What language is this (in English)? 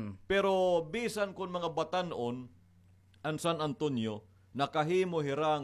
Waray